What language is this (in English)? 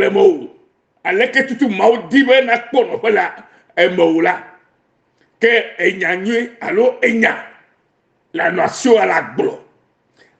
Ewe